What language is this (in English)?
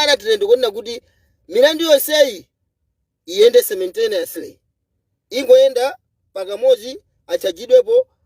Nyanja